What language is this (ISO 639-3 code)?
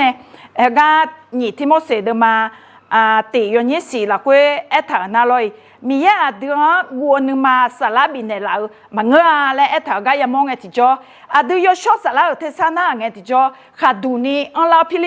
ahk